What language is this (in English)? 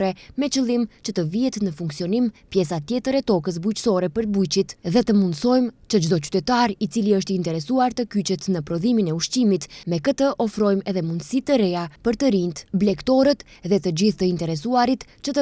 Albanian